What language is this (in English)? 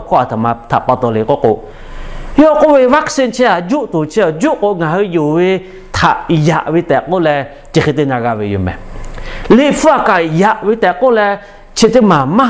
Lahu